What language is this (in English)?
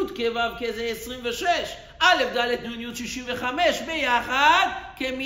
Hebrew